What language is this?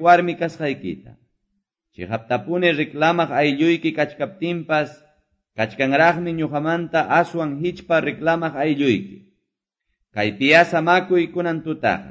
Ayacucho Quechua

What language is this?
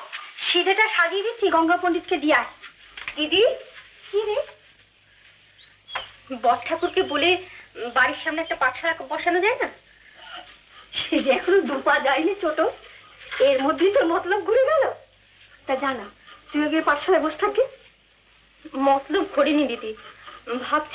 Bangla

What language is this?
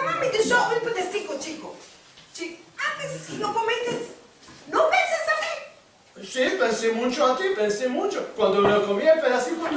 Ladino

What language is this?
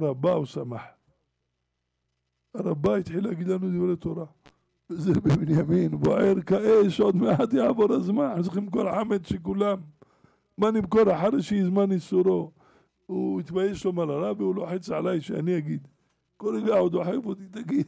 Hebrew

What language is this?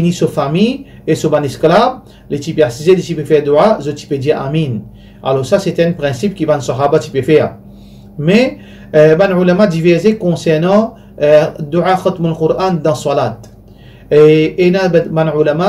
Morisyen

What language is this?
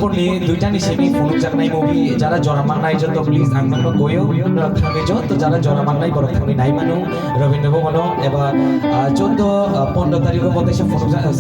Kok Borok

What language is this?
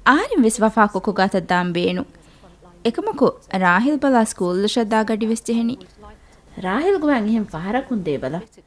Divehi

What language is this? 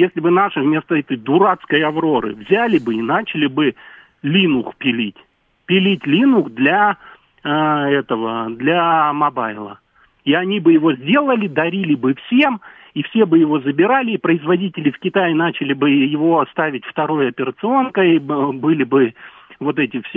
Russian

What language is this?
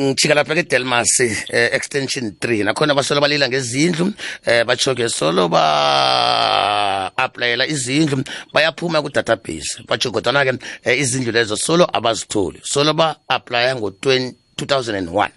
South Ndebele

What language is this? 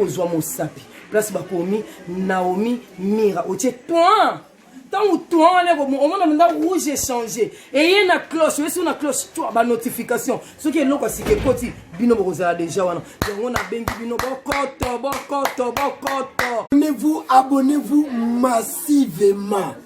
Lingala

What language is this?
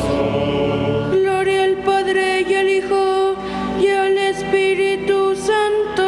Spanish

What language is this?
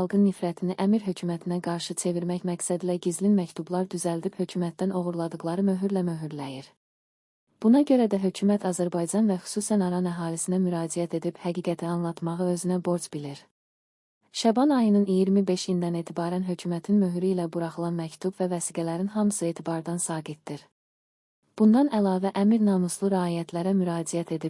Azerbaijani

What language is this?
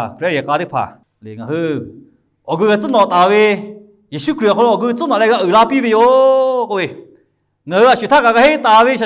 Lahu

